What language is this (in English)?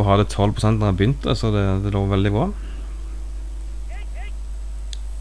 Norwegian